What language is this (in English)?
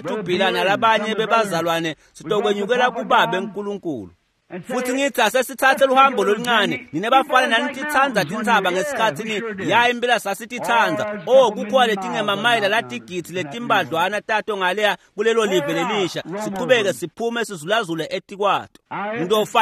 Swati